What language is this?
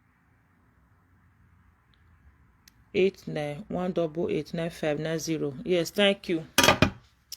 Nigerian Pidgin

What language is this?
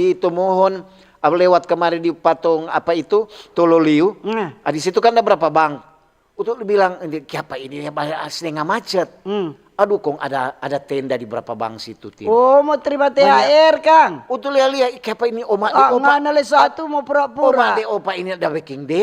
Manado Malay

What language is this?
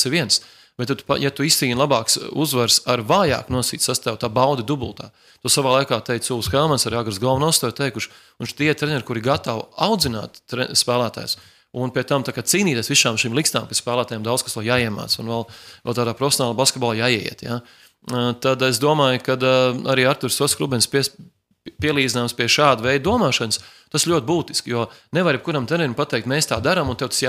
Latvian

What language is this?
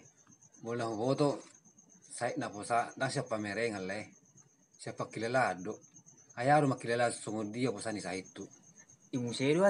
Batak Toba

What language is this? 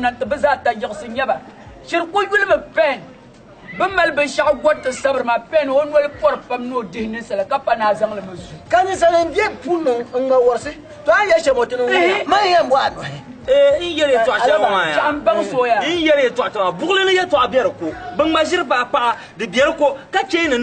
Dagbani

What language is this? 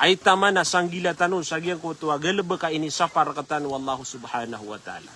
Maranao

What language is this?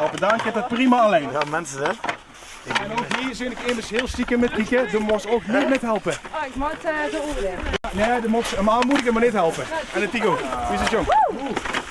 Limburgish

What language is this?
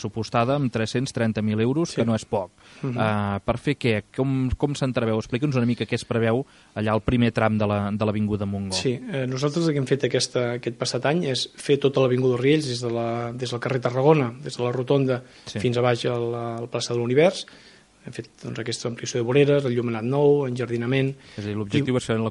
Catalan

